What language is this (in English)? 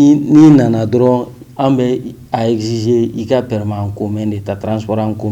Bambara